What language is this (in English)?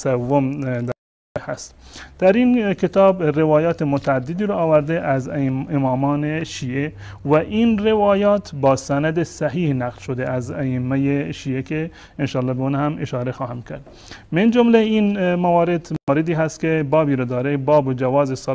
Persian